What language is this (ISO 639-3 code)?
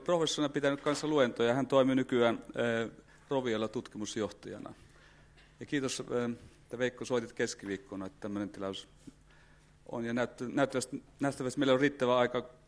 fin